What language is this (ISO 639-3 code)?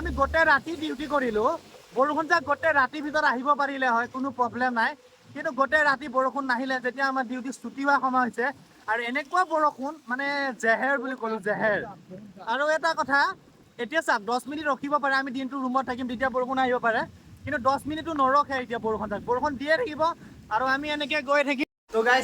asm